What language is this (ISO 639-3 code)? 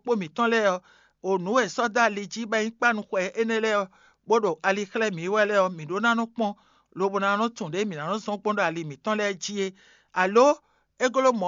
fon